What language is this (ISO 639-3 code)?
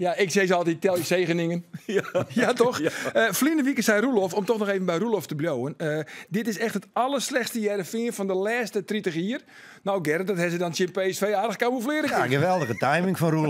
fry